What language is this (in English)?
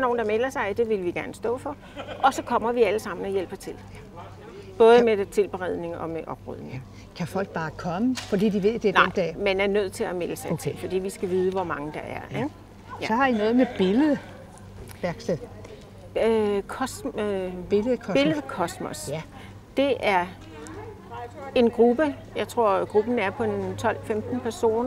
Danish